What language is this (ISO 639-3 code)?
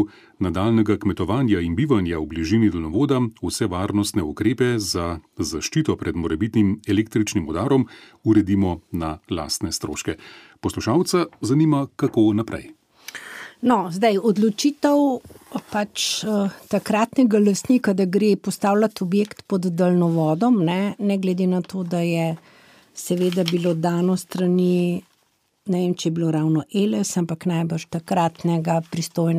slv